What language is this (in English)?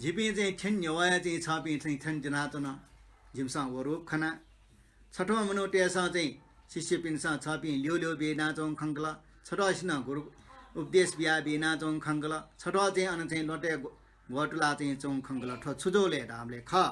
Newari